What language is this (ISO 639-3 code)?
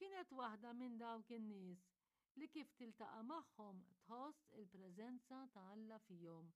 mlt